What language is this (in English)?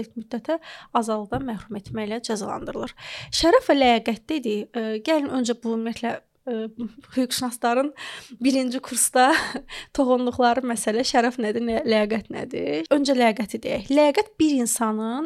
Azerbaijani